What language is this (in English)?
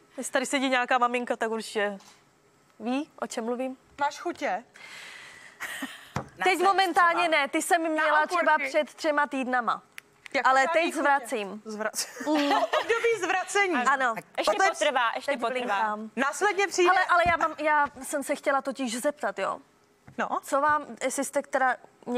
Czech